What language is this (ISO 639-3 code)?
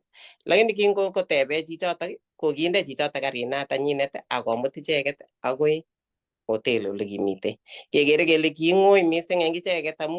kln